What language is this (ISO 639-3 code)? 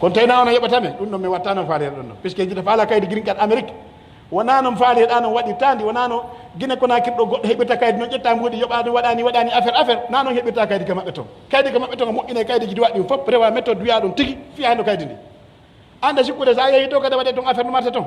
fuf